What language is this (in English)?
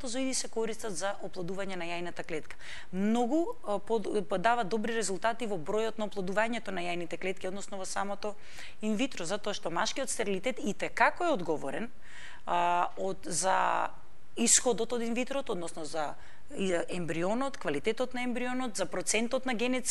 Macedonian